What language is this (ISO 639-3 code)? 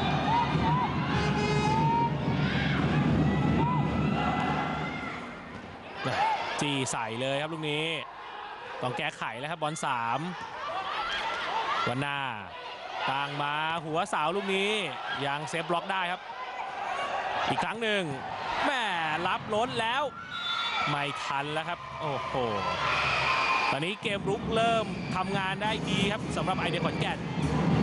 tha